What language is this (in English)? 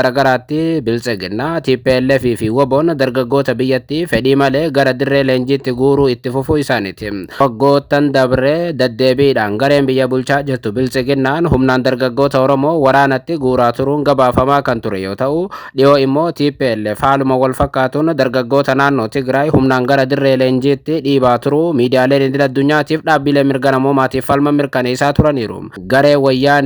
Oromo